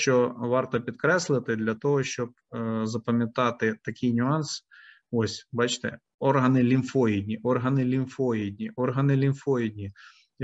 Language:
Ukrainian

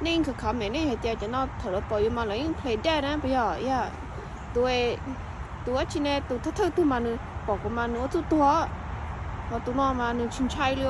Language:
Hmong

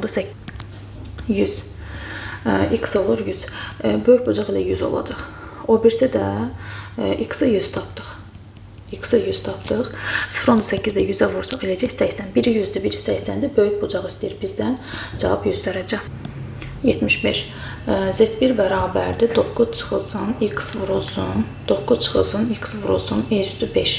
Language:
Azerbaijani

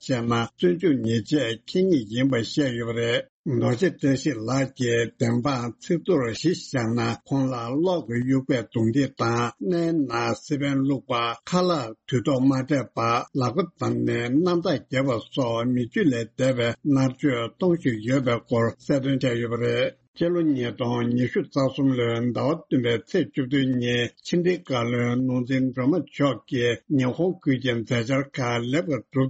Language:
Tibetan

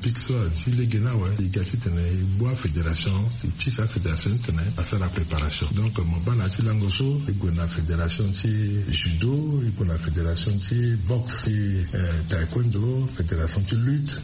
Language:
Sango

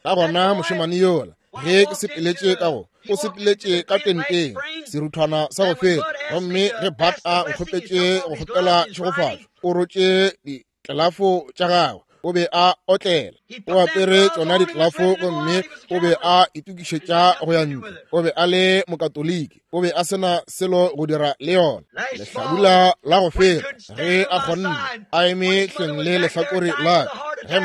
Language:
Northern Sotho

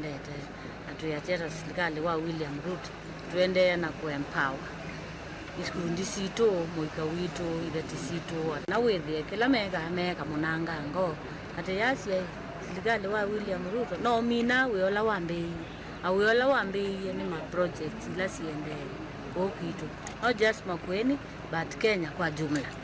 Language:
Kamba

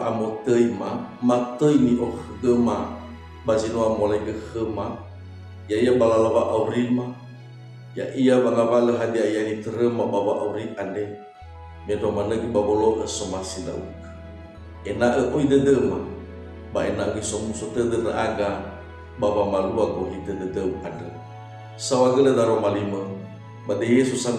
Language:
Nias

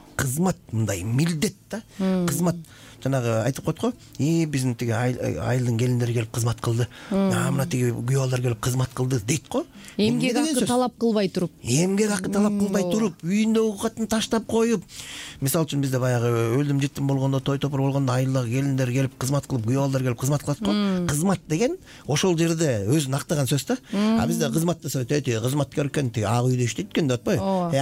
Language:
Kyrgyz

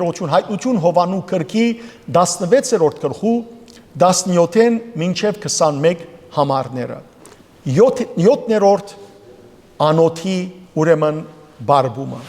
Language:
Western Armenian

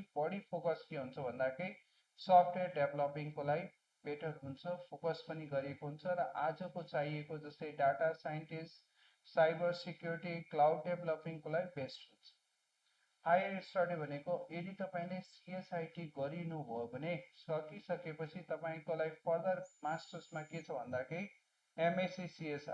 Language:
Nepali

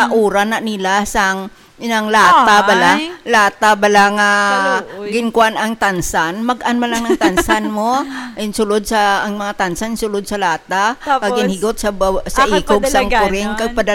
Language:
Hiligaynon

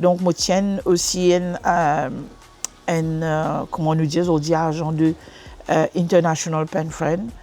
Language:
Morisyen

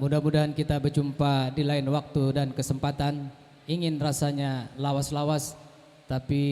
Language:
Banjar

